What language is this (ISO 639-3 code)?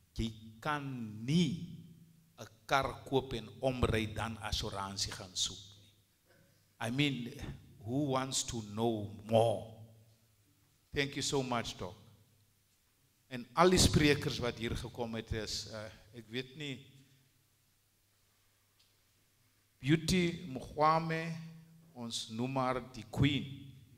afr